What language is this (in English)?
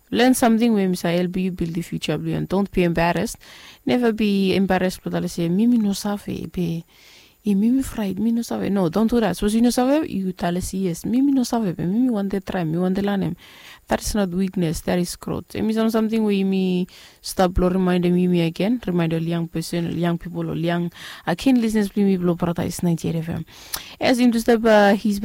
Bislama